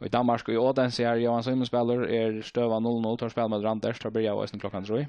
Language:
Faroese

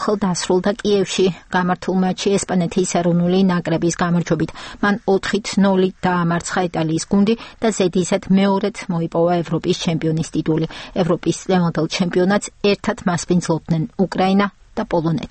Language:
Georgian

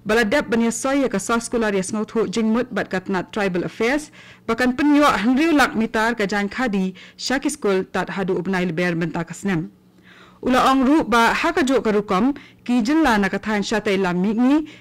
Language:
Khasi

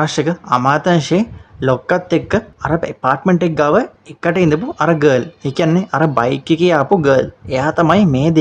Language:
Sinhala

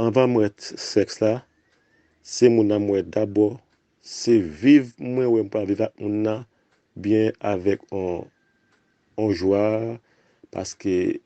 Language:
Haitian Creole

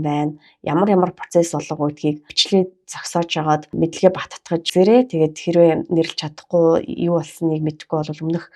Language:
Mongolian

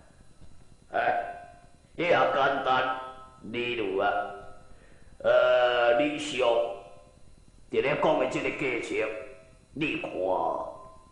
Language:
Min Nan Chinese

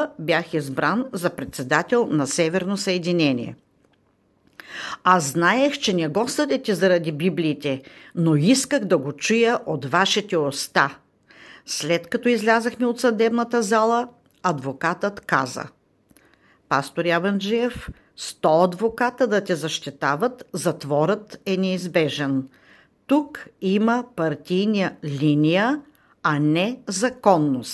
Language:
Bulgarian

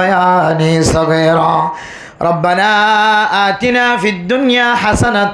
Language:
Rohingya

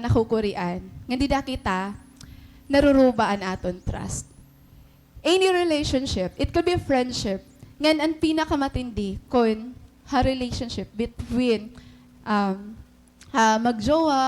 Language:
Waray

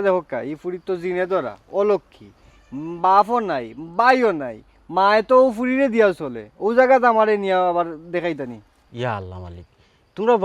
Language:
Sylheti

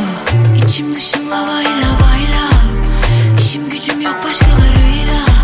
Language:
Turkish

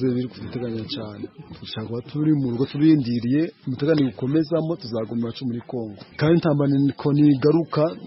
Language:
Kinyarwanda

